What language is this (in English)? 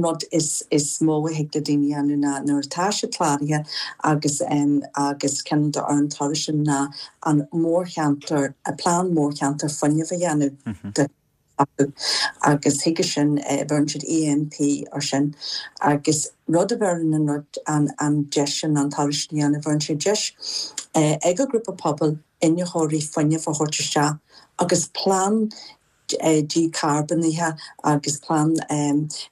Irish